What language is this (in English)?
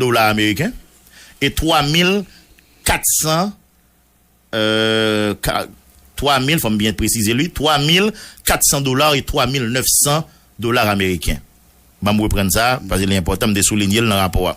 Haitian Creole